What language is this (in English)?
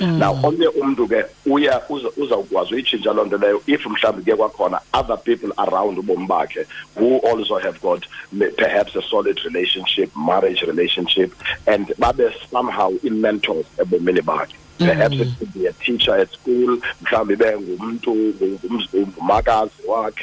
Xhosa